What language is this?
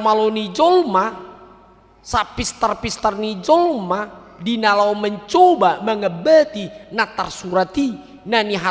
Batak Toba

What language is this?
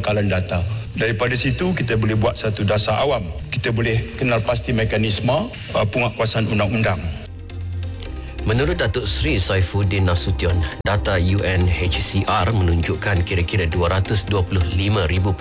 Malay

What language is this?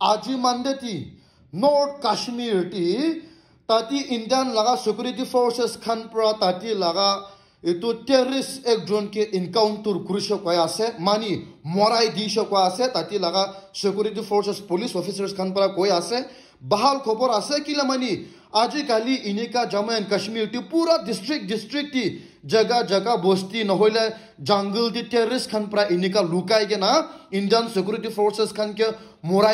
Naga Pidgin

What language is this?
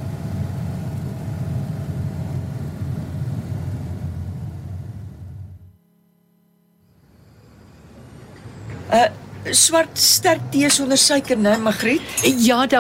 Afrikaans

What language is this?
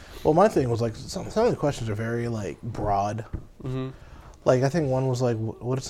English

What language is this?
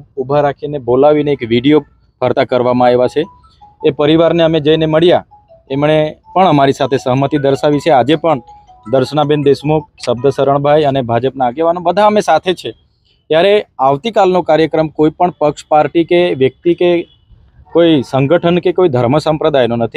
Gujarati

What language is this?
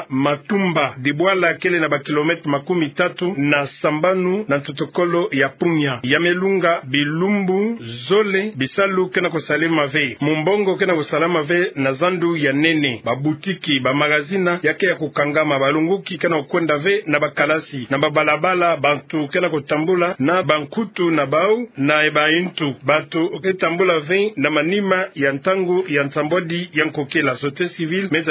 Kituba (Democratic Republic of Congo)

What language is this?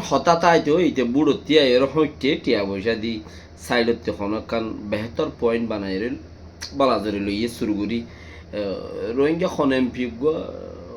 Rohingya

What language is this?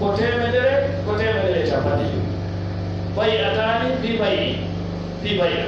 Fula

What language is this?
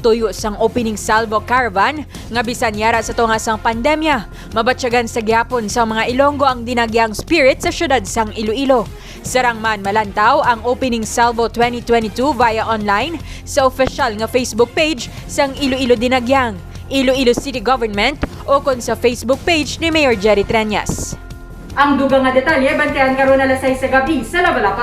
Hiligaynon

